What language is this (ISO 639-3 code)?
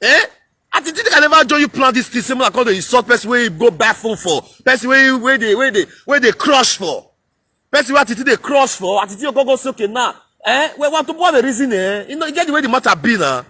pcm